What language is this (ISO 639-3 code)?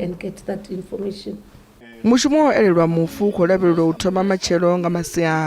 ven